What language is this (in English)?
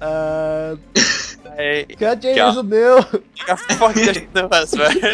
Faroese